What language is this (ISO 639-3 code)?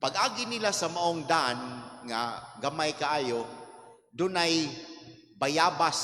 ceb